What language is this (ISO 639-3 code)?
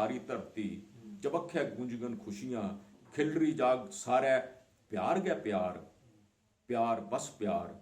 doi